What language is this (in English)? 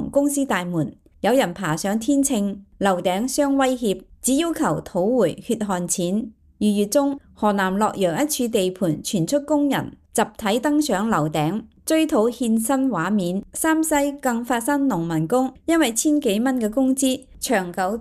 Cantonese